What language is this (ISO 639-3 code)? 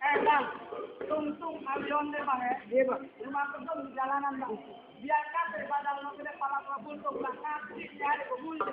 bew